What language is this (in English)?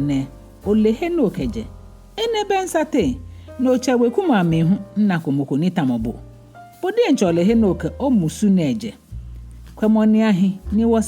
Ga